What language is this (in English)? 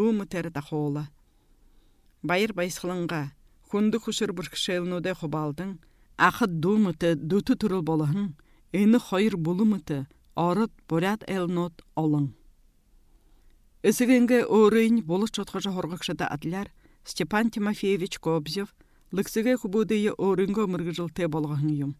Buriat